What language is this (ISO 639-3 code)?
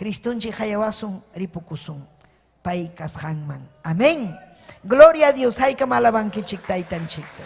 quy